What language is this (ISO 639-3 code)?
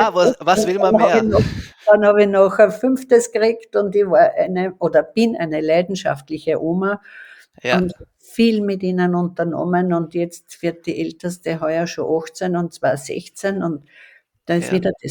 deu